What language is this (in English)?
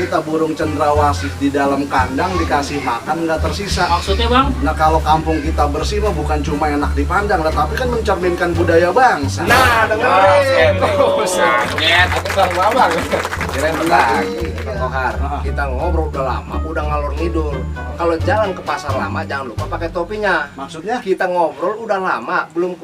Betawi